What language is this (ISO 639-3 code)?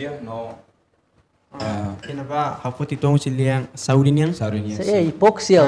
tet